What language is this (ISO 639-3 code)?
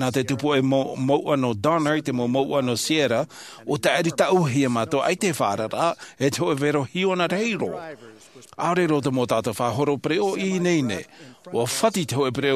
tah